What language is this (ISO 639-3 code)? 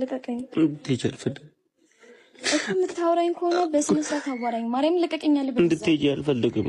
amh